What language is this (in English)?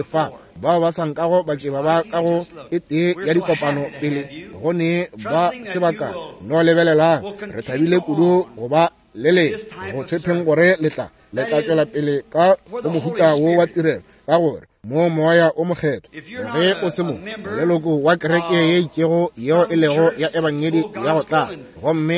Northern Sotho